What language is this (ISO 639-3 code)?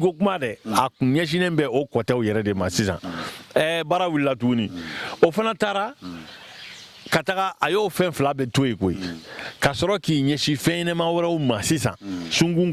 bam